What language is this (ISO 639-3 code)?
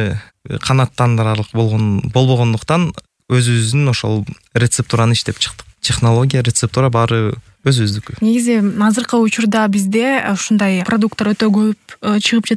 kir